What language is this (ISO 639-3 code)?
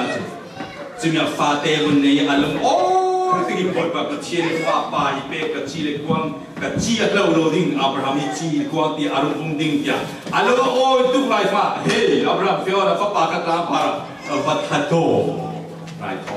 cfm